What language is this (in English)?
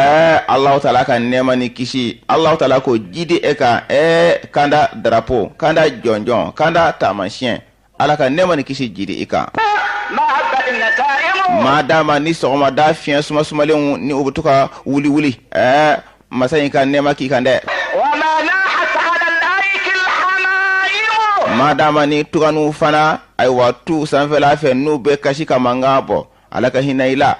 Bambara